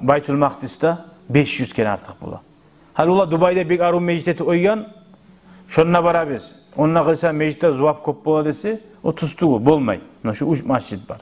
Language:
Kumyk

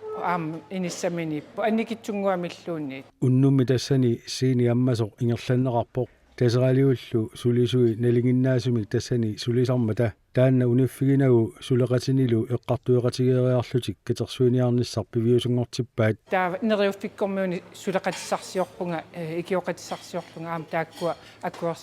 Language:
Kalaallisut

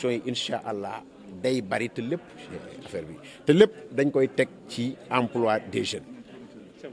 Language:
Wolof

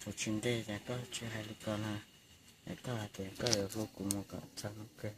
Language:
Hmong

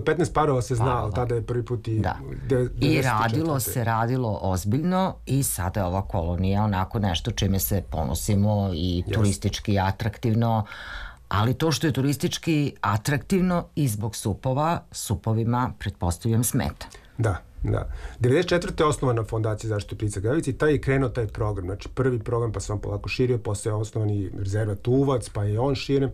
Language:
Serbian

